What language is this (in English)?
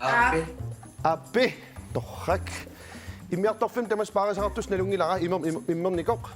Kalaallisut